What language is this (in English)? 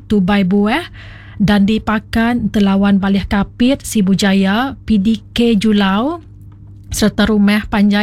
Iban